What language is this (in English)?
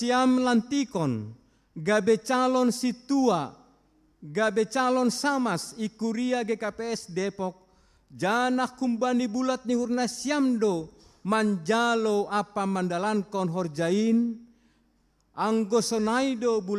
Batak Simalungun